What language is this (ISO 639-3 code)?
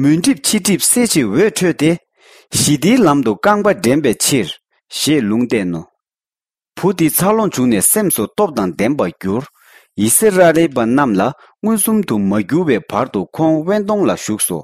bod